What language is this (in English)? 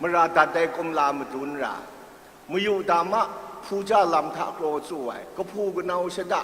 Kachin